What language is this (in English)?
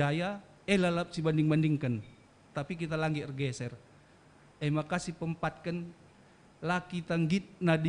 Batak Karo